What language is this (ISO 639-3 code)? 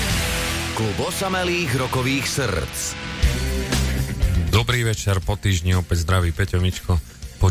slk